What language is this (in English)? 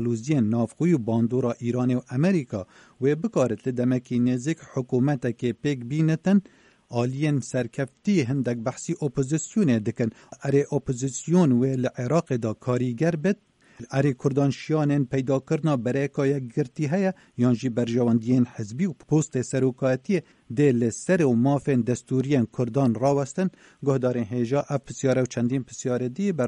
Kurdish